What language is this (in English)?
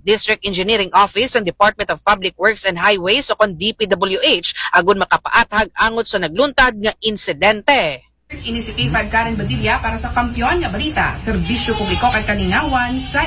Aklanon